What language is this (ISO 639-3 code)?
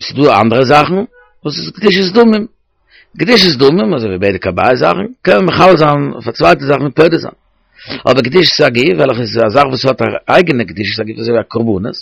yid